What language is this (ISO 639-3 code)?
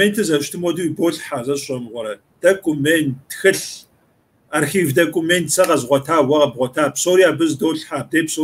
kbd